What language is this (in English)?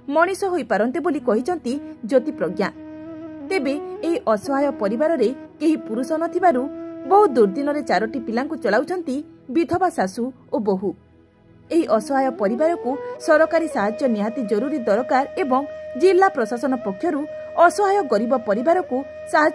Odia